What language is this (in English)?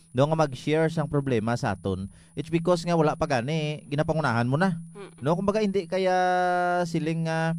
Hiligaynon